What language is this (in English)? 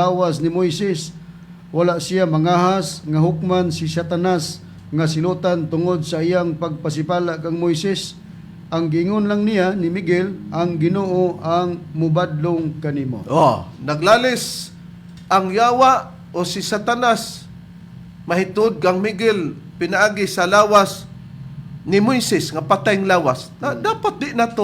Cebuano